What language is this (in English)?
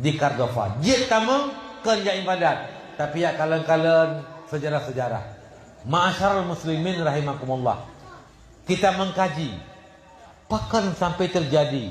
Achinese